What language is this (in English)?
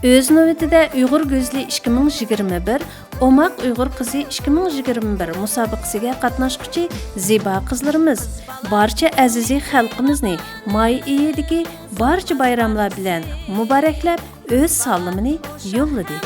Uyghur